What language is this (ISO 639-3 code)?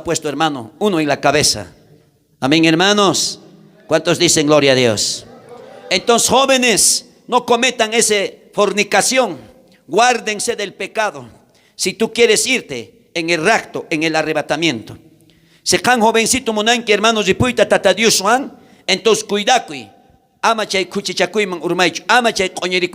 quh